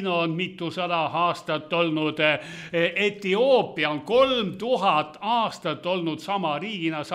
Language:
Estonian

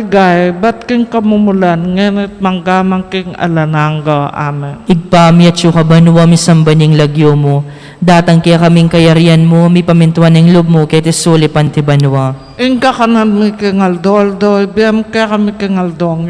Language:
Pampanga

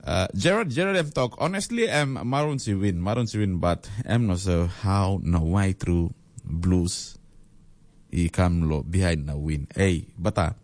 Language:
Tok Pisin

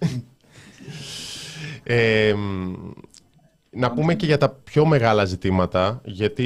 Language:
Greek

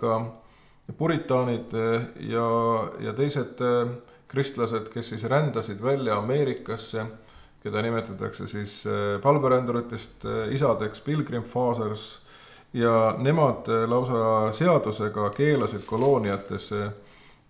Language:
Estonian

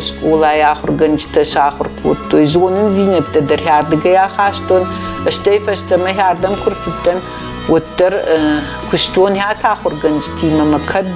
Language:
Ossetic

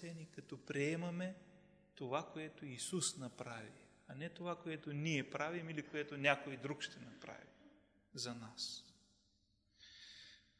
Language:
Bulgarian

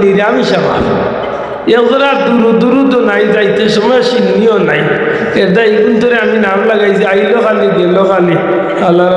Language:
Sylheti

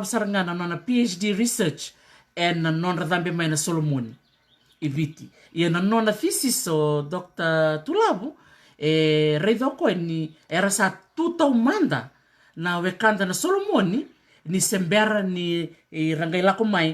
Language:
Fijian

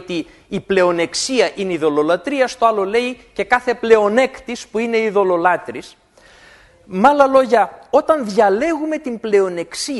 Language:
Greek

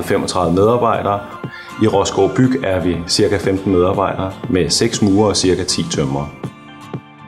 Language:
Danish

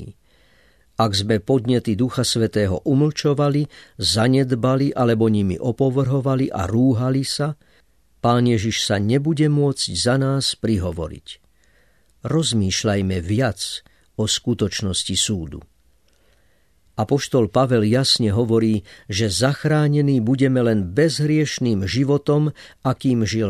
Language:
Slovak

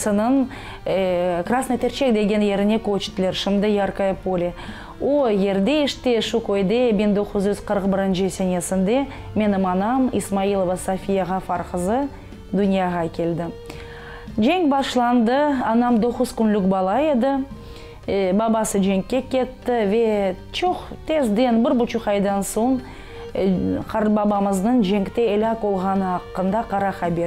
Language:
Crimean Tatar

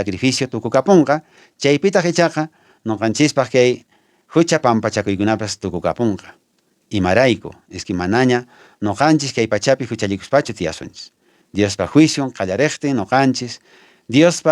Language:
Quechua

